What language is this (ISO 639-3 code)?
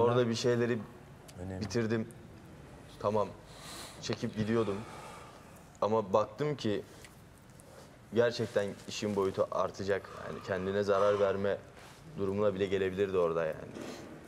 tur